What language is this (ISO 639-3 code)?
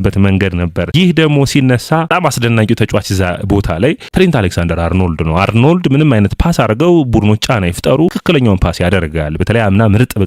amh